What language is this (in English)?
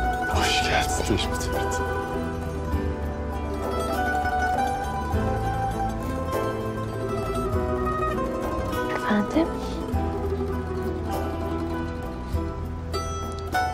Turkish